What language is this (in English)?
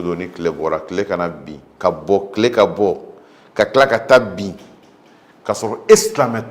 Bambara